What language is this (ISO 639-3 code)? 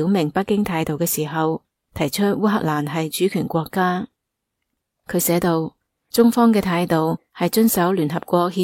yue